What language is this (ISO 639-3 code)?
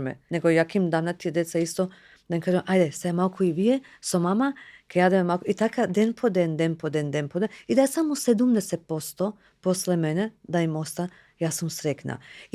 mkd